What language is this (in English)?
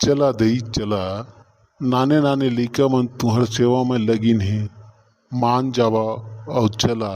Chhattisgarhi